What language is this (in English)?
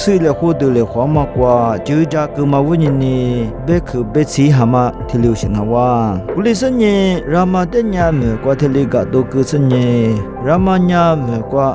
Lisu